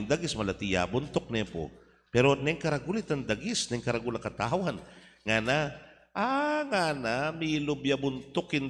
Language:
Pampanga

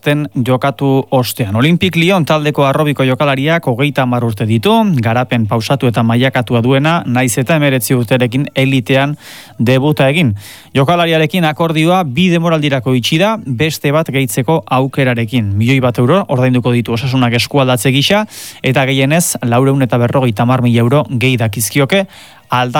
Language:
Basque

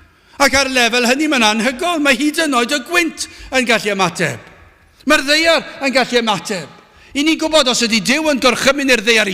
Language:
Welsh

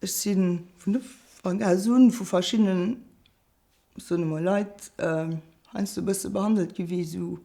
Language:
Luxembourgish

